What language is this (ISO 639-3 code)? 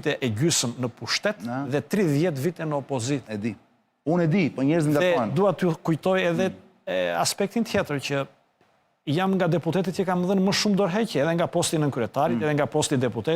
sqi